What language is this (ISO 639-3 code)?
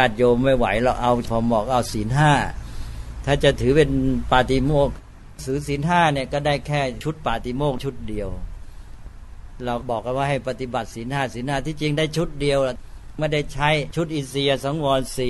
tha